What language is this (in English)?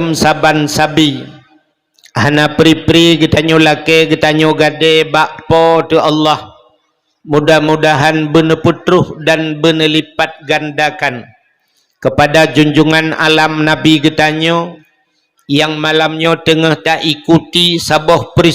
Achinese